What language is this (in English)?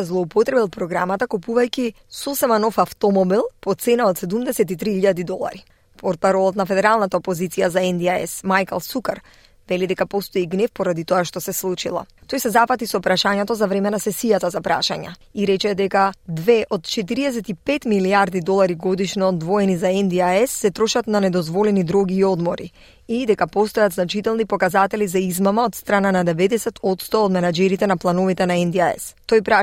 Macedonian